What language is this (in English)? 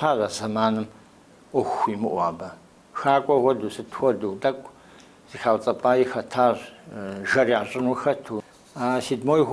Kabardian